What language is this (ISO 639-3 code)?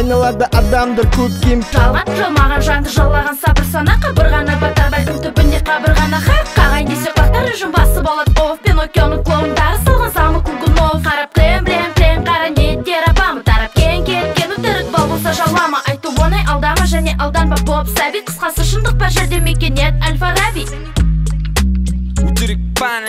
kaz